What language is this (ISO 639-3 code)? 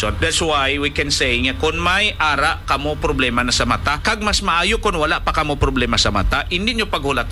hil